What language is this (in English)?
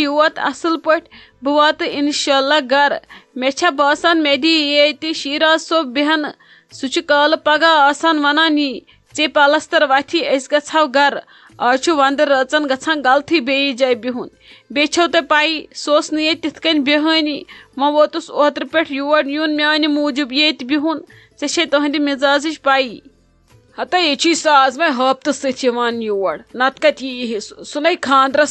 Kashmiri